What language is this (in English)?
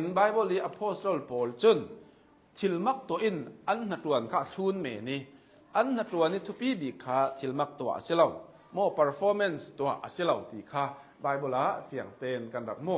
Hakha Chin